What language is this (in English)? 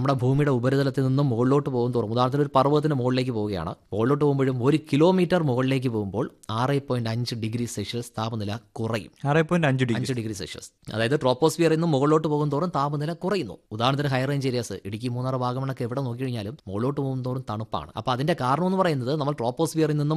Malayalam